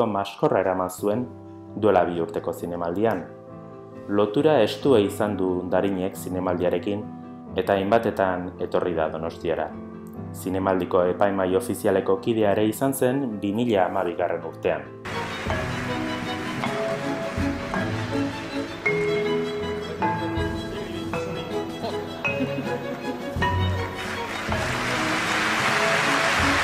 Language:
Basque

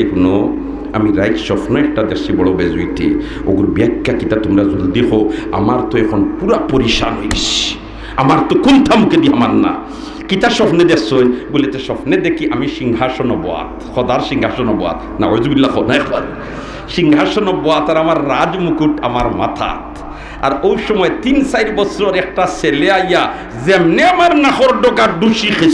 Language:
Sylheti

